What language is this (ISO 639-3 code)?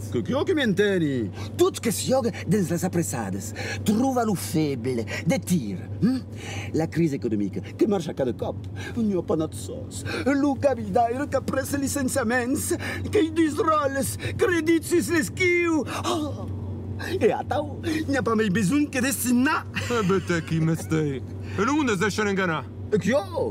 oci